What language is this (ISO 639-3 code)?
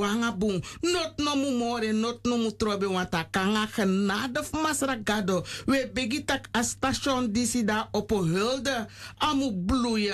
srn